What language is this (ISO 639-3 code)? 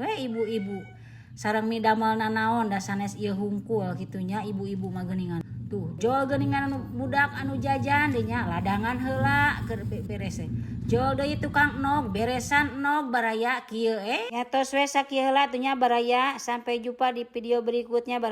sun